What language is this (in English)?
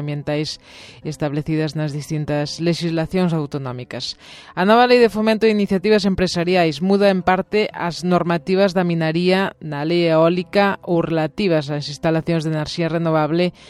Galician